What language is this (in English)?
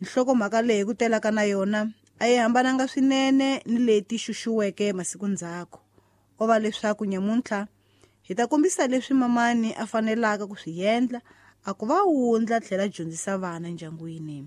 Tsonga